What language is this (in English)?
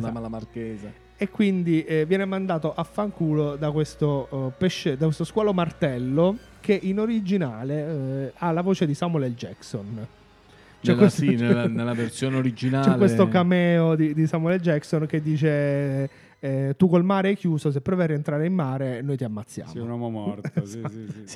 Italian